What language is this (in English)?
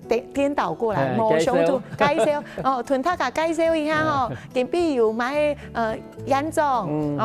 Hakka Chinese